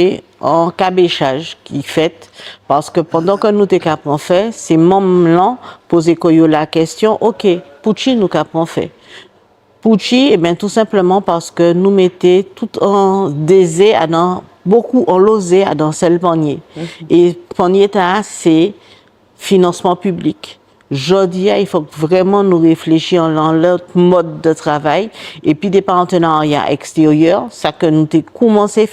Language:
Guadeloupean Creole French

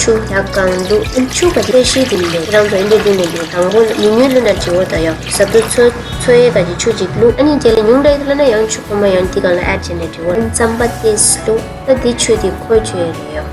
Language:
Tibetan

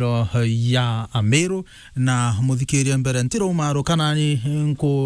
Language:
Meru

